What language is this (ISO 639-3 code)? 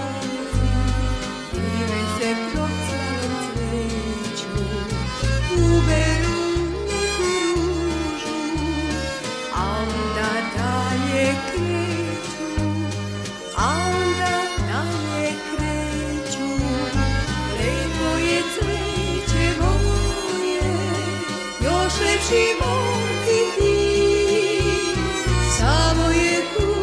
srp